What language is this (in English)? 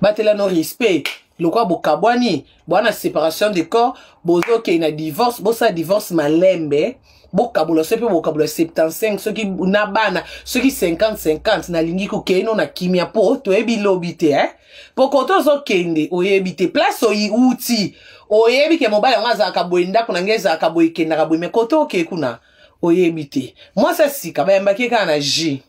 Lingala